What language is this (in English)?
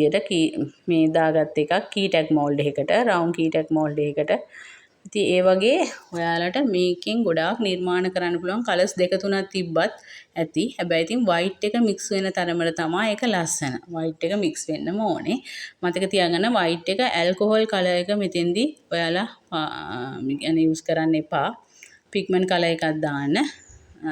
Sinhala